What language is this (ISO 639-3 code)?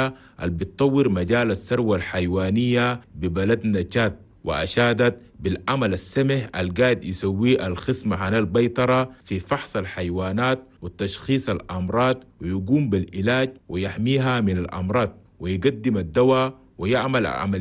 shu